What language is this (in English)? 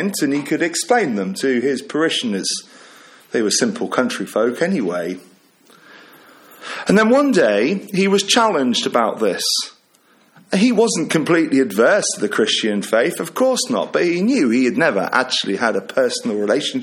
English